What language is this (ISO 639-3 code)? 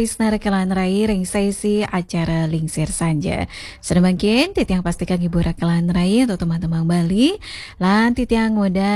ban